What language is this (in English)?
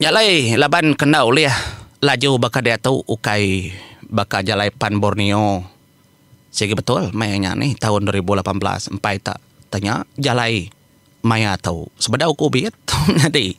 Iban